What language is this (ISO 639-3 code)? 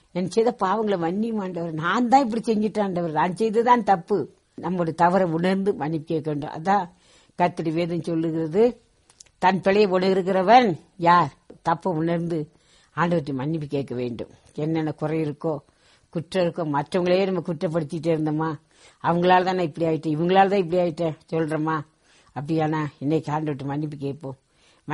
tam